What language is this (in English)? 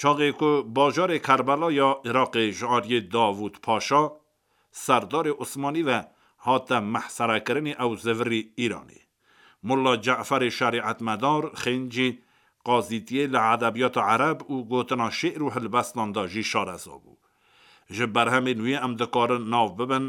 Kurdish